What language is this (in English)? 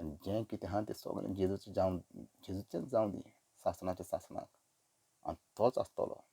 Konkani